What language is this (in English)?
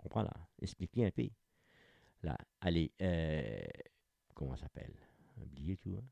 Morisyen